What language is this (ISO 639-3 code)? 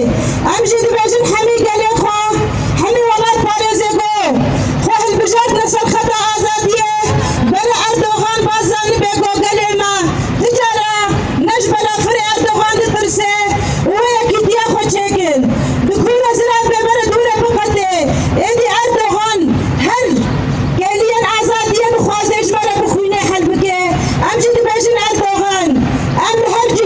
kur